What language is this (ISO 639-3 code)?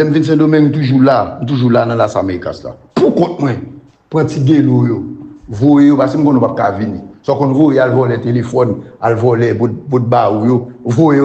hat